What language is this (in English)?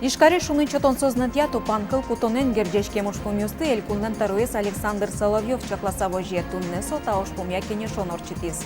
Udmurt